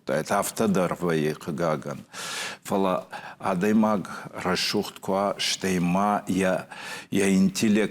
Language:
Ossetic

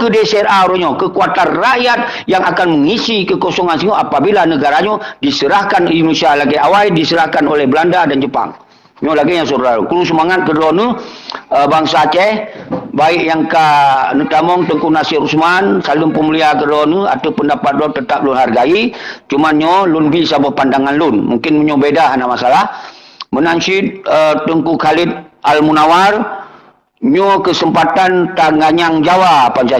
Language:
Achinese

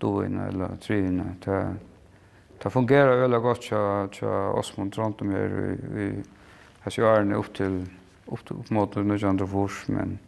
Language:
Faroese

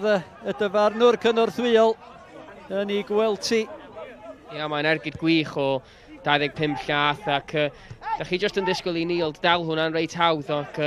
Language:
Welsh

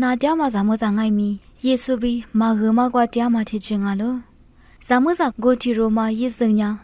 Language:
Lisu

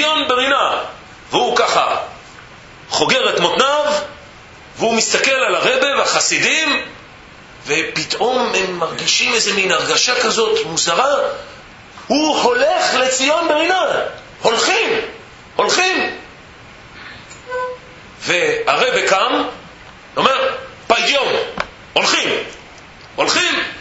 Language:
Hebrew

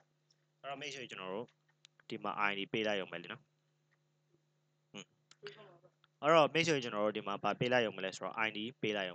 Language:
Burmese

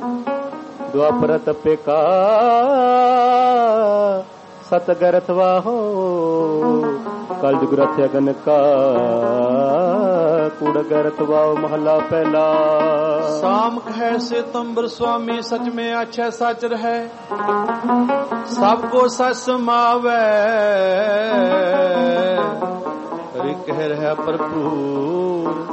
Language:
Punjabi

